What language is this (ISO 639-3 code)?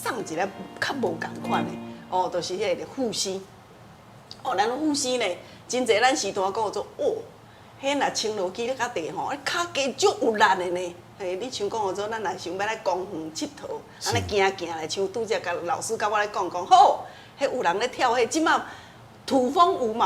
nan